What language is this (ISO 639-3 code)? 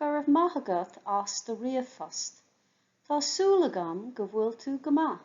gle